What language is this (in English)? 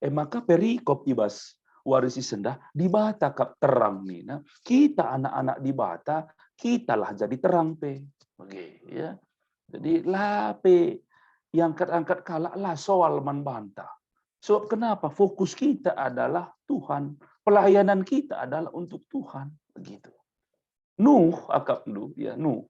Batak Karo